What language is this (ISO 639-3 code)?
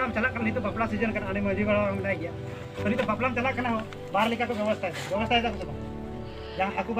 sat